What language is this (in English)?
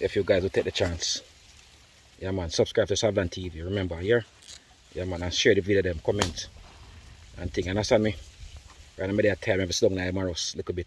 Jamaican Creole English